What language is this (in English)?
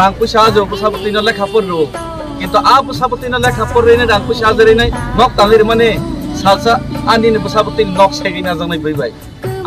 Kok Borok